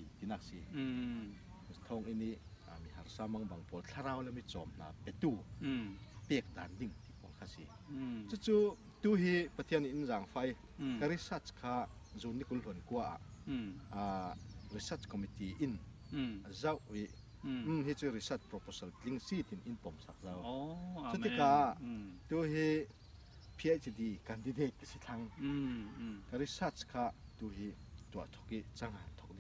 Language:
Falam Chin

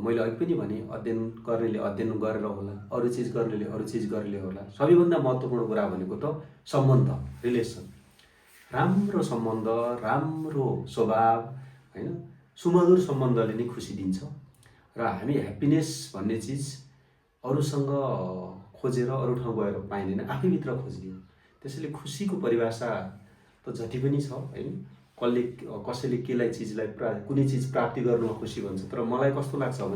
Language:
Nepali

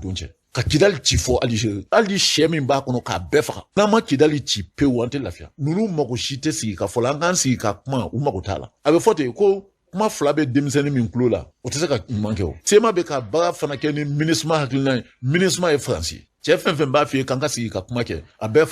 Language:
Bambara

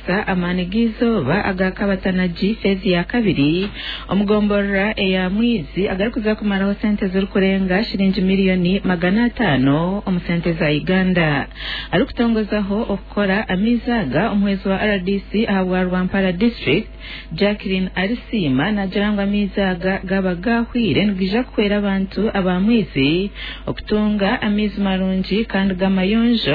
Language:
Nyankole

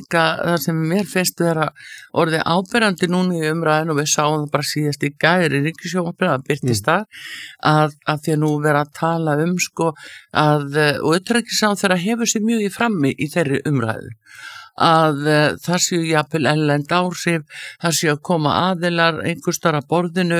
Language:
Icelandic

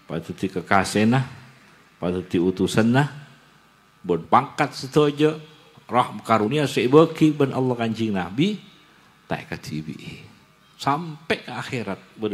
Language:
Madurese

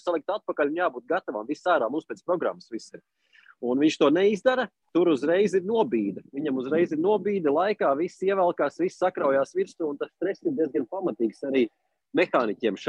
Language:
Latvian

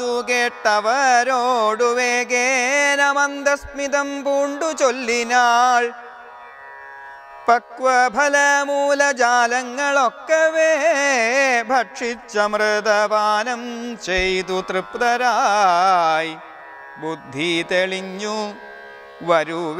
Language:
Malayalam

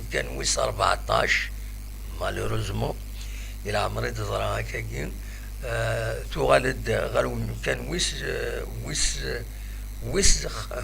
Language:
Kabyle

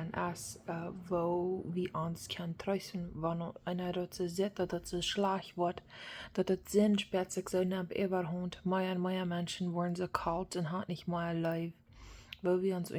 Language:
Plautdietsch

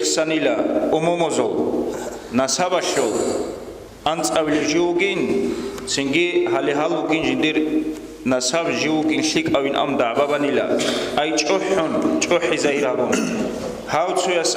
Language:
Avaric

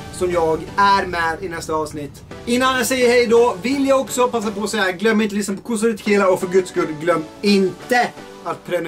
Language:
Swedish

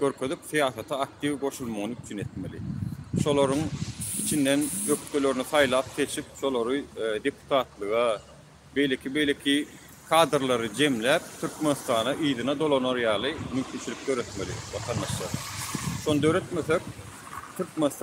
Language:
Turkmen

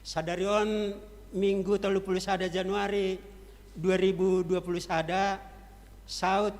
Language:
Batak Simalungun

